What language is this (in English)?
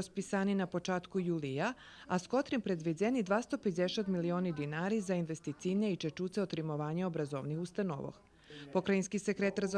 Rusyn